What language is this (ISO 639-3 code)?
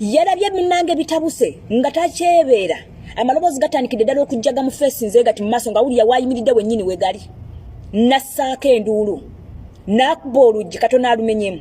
lug